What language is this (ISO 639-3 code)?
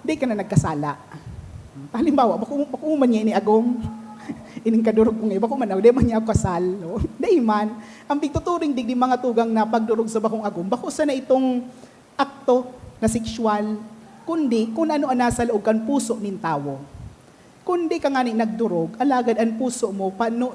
bik